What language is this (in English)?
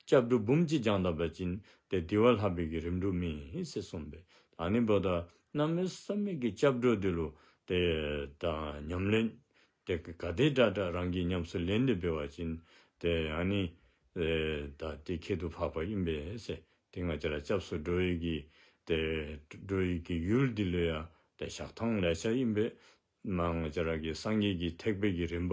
Dzongkha